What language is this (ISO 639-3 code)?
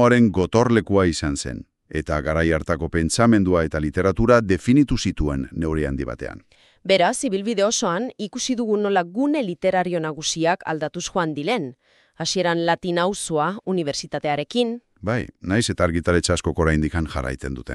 eus